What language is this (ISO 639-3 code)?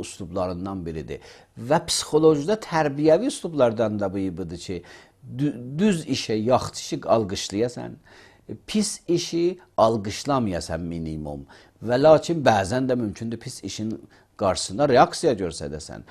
aze